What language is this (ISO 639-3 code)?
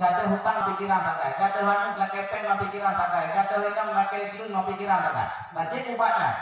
ace